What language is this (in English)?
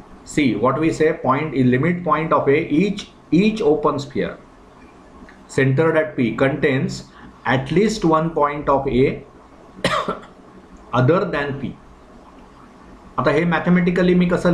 Marathi